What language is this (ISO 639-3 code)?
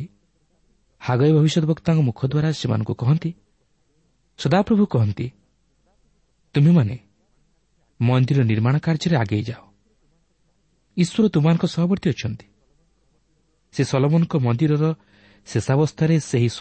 ori